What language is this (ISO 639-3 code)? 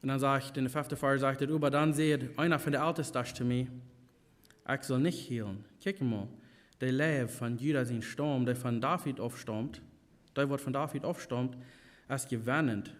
pdt